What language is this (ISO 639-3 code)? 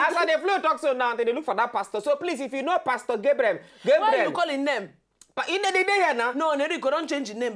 pcm